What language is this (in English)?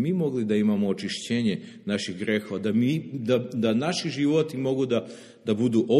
Serbian